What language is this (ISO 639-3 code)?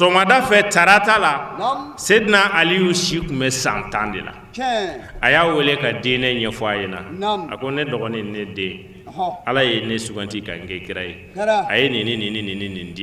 bam